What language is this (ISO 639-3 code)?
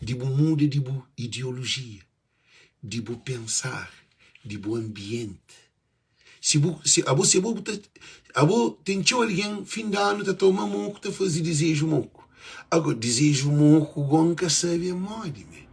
kea